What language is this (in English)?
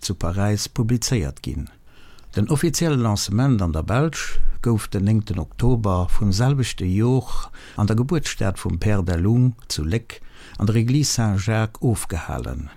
Luxembourgish